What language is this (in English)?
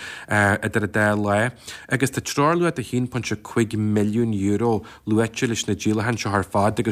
Irish